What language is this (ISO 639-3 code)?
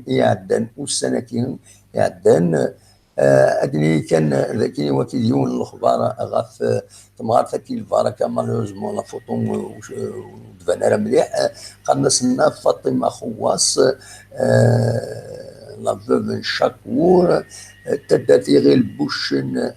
kab